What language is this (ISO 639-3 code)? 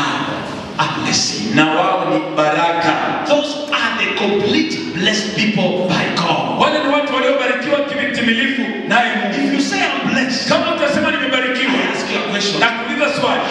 swa